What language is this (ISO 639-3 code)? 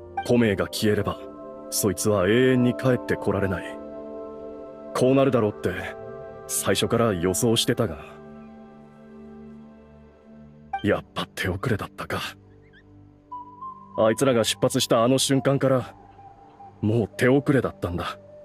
jpn